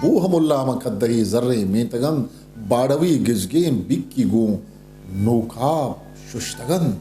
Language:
Eastern Balochi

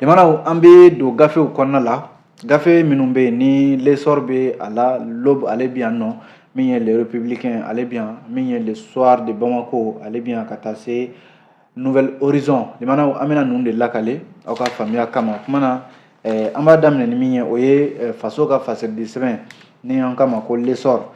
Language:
Bambara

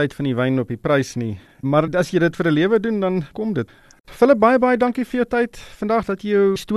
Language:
Afrikaans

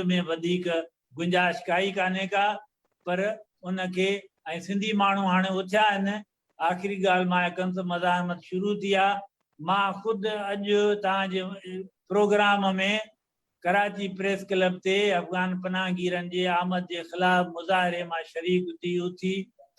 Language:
Sindhi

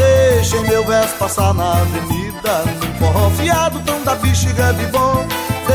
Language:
Portuguese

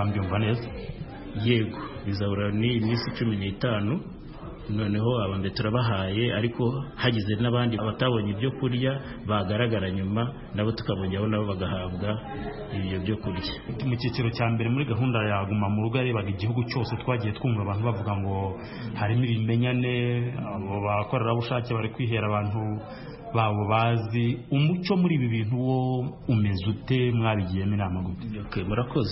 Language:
Kinyarwanda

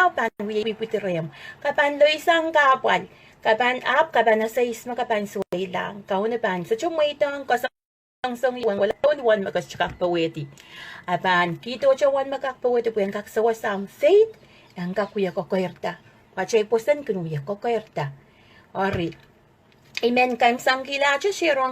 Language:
Pohnpeian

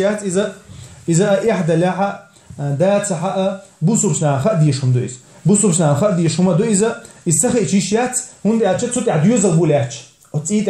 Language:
Chechen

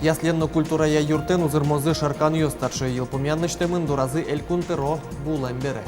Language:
Udmurt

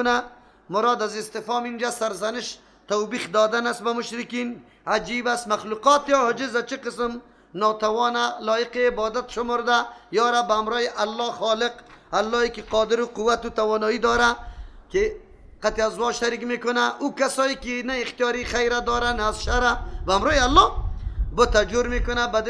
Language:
Persian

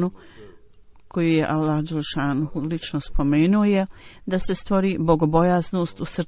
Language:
Bosnian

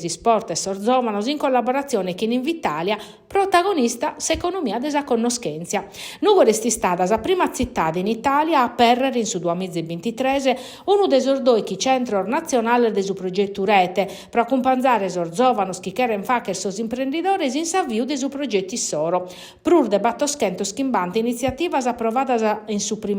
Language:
Sardinian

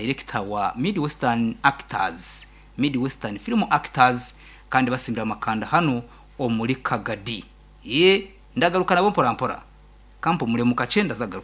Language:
Nyankole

